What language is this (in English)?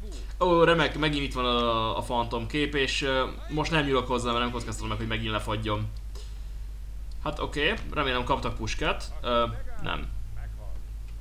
Hungarian